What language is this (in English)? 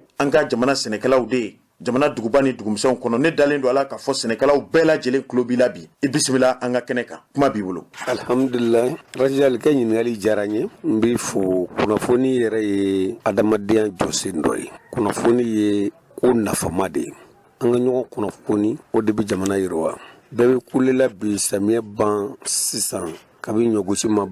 Bambara